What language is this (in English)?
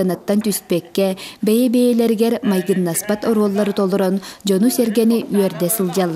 Yakut